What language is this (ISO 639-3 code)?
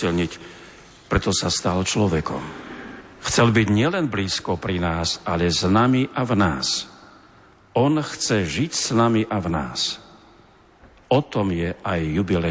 slk